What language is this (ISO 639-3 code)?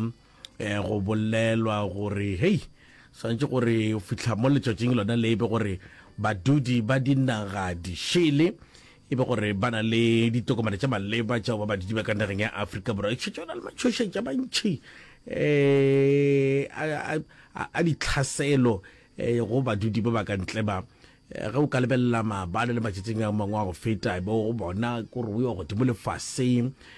nso